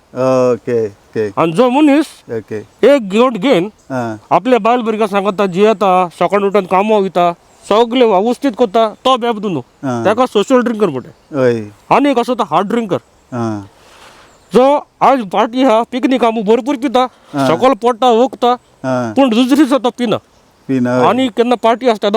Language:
Konkani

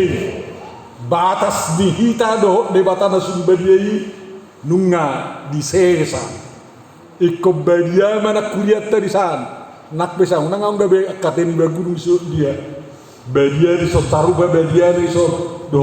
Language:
Batak Toba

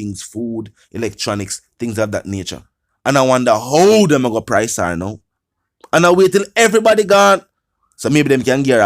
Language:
Jamaican Creole English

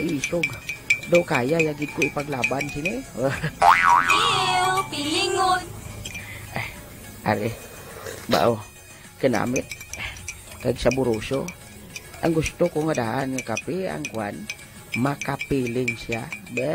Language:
Hiligaynon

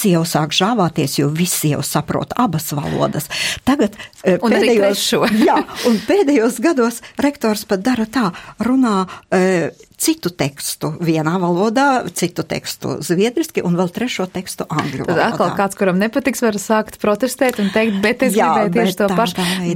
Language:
Latvian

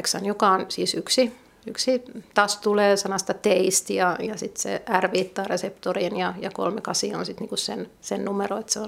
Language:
Finnish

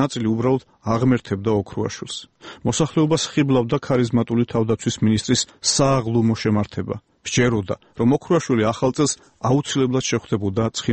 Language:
Georgian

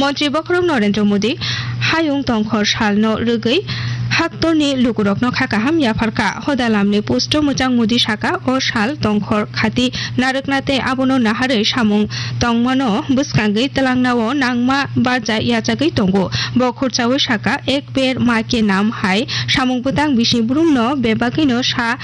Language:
Kok Borok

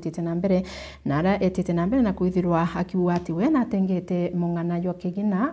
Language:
Meru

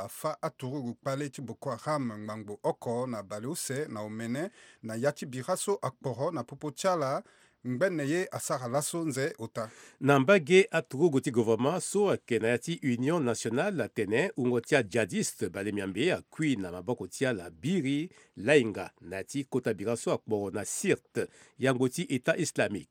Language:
Sango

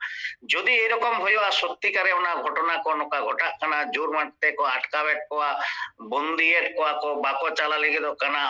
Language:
Santali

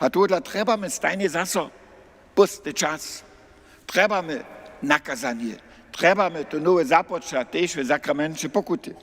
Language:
Upper Sorbian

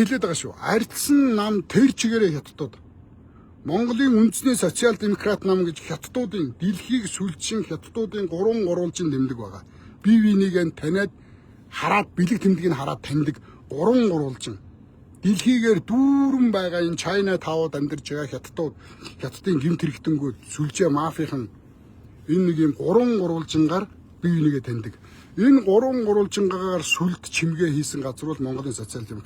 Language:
Mongolian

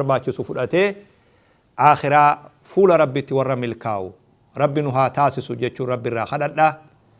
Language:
Oromo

